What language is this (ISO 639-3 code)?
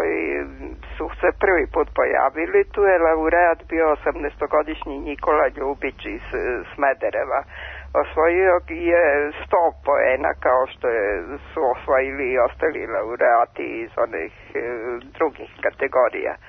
srp